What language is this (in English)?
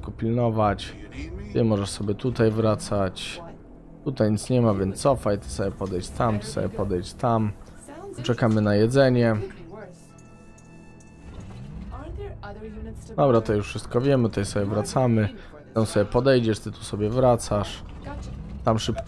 Polish